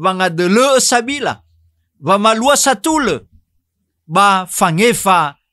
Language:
Nias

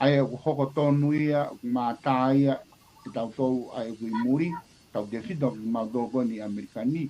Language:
Tongan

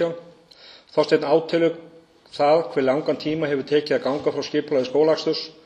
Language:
Icelandic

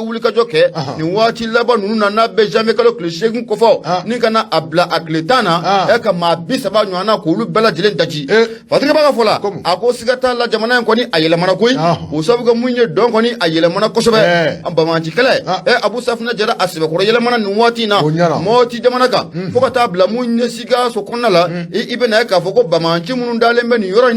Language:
Bambara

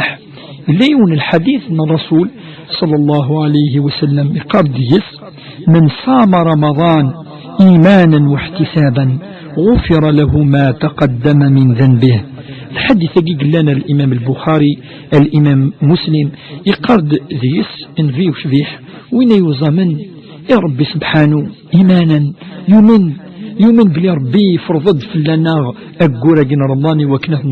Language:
Kabyle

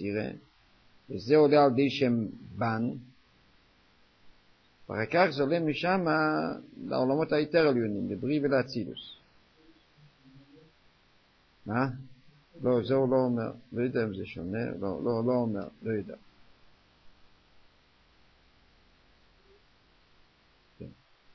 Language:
Hebrew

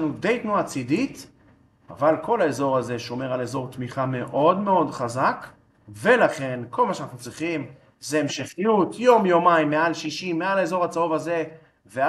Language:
Hebrew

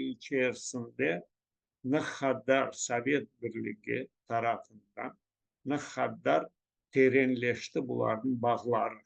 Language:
Crimean Tatar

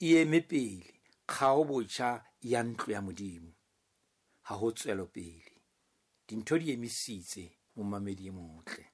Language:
Southern Sotho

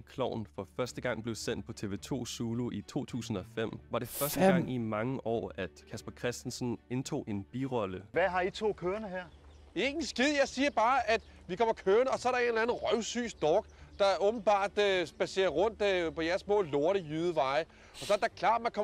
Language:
Danish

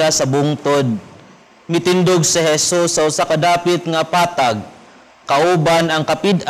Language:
Cebuano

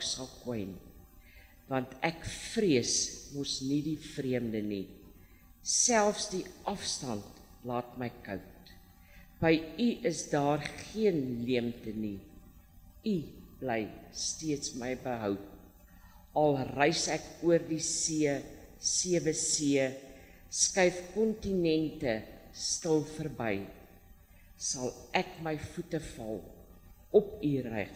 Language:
Afrikaans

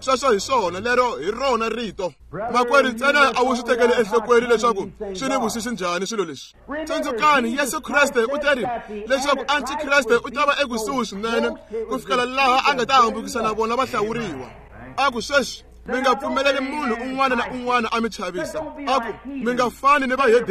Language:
Tsonga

